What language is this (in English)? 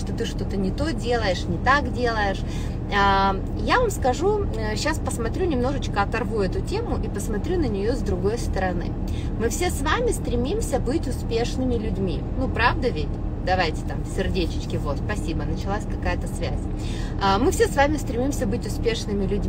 Russian